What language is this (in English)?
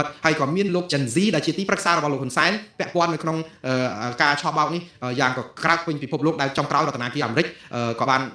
Khmer